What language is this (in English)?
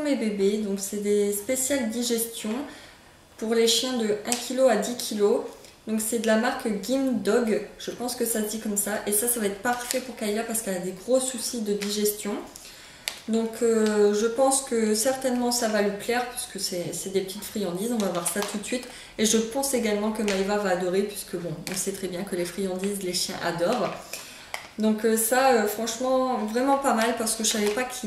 French